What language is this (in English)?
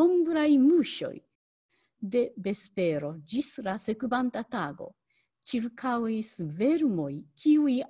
Esperanto